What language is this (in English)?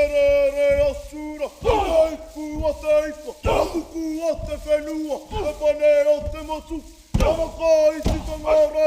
Māori